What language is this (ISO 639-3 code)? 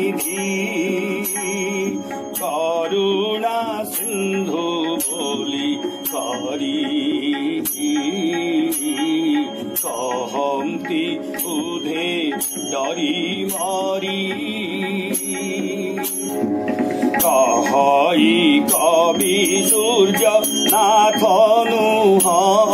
ori